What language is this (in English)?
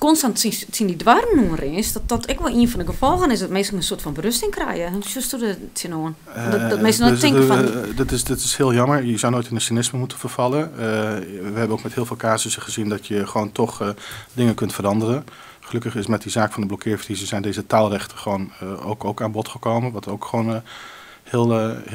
Western Frisian